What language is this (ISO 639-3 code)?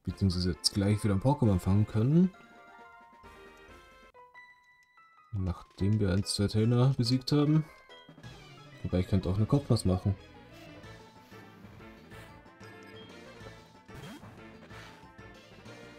deu